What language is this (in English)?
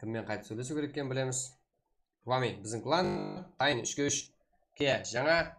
Kara-Kalpak